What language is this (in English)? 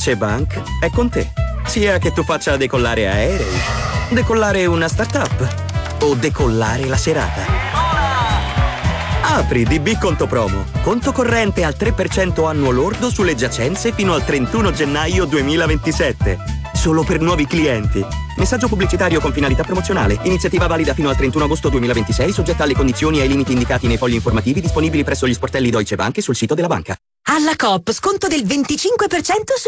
Italian